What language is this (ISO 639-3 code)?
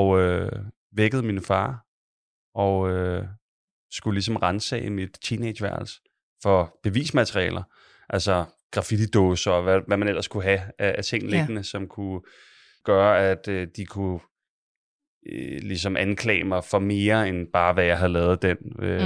dan